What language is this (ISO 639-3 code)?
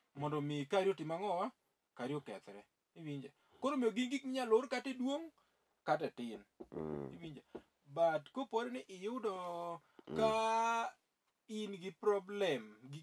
luo